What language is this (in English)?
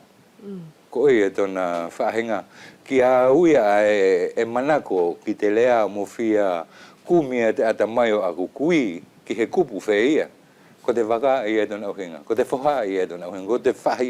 Wallisian